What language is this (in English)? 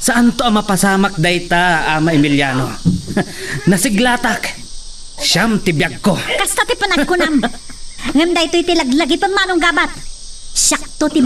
Iloko